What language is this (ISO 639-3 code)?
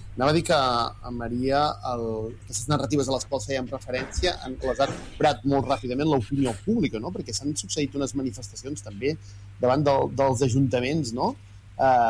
cat